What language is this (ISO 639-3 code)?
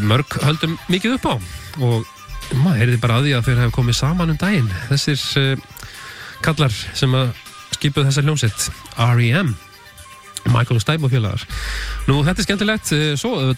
isl